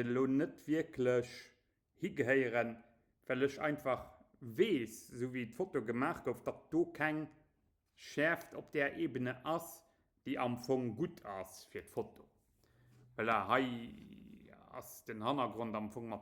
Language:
Luxembourgish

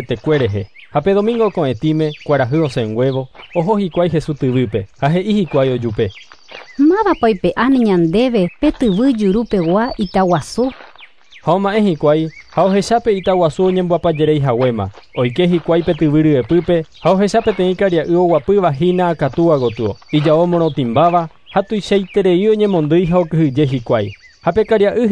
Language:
Guarani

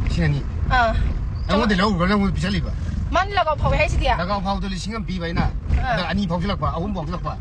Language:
Manipuri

